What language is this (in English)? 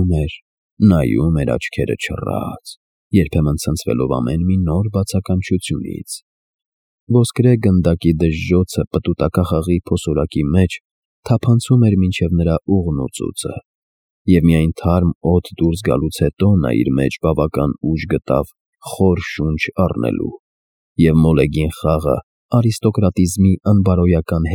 Armenian